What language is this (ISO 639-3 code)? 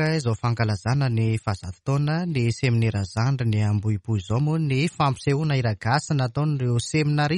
mlg